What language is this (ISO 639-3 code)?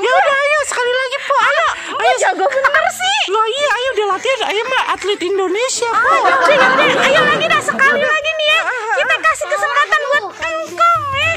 bew